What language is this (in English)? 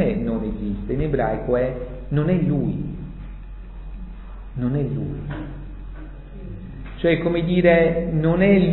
Italian